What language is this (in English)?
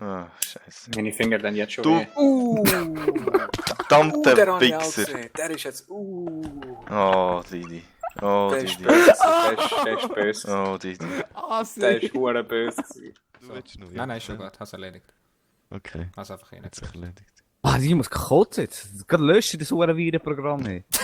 Swiss German